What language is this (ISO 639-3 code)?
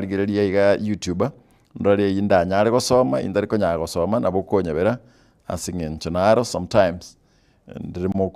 guz